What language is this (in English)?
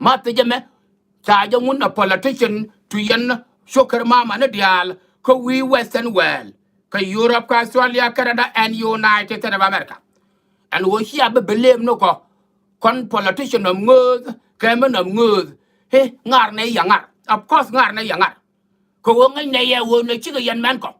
Nuer